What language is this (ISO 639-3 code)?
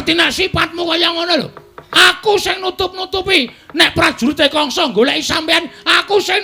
jav